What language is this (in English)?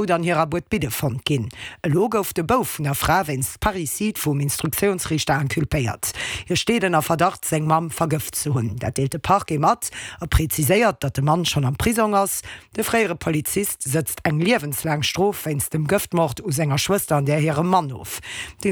Luxembourgish